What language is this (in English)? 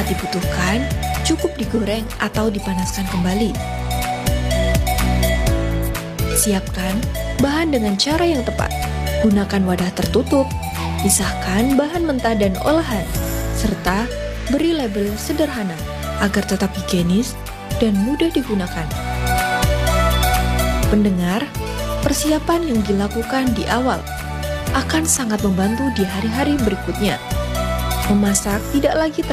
Indonesian